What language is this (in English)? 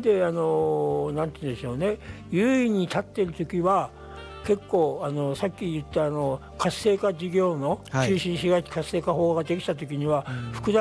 Japanese